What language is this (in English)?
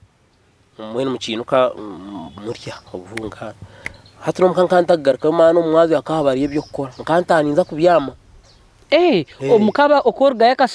Nyankole